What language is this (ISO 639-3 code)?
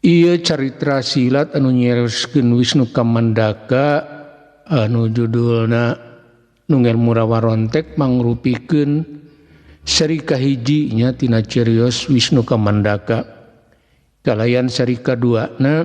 sun